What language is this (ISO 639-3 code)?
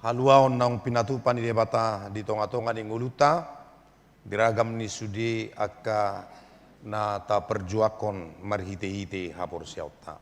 bbc